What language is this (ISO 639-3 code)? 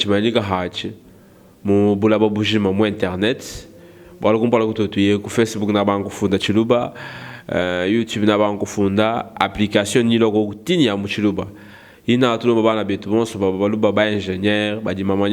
lua